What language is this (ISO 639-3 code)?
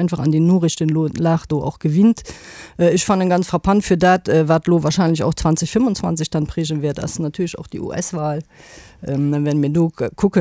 ltz